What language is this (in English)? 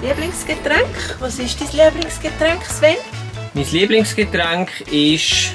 Swiss German